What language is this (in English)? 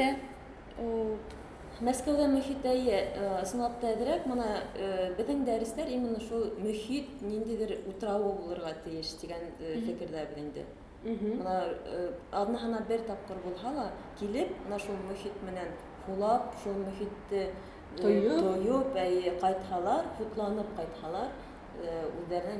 Bashkir